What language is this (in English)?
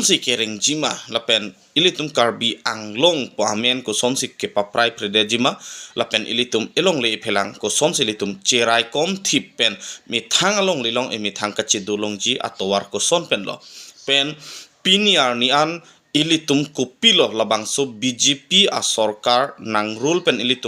Karbi